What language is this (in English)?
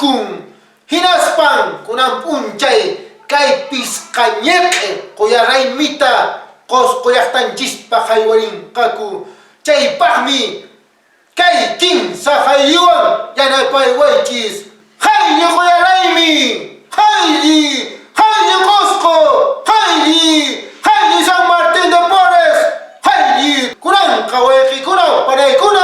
Quechua